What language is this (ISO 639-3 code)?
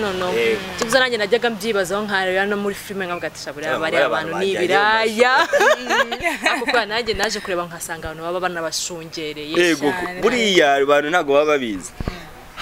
kin